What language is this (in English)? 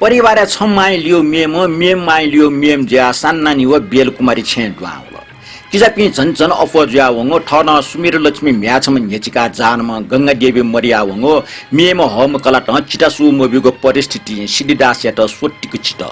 Newari